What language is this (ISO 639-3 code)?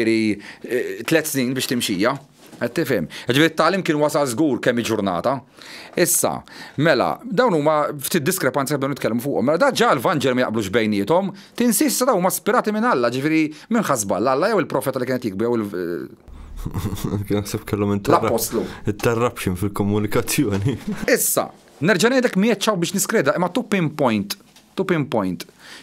mlt